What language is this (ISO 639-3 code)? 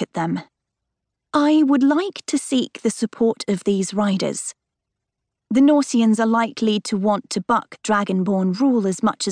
eng